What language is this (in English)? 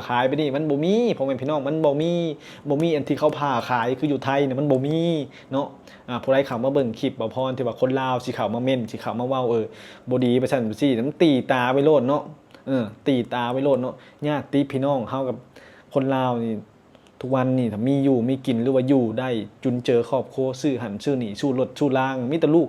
Lao